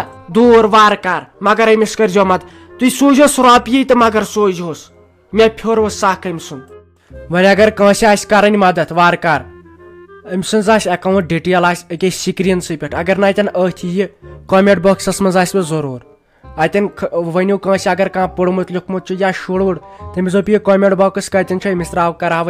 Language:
Kashmiri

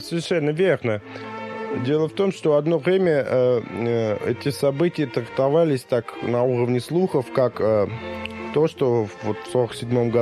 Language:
Russian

